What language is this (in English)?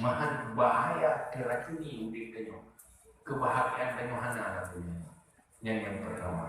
Achinese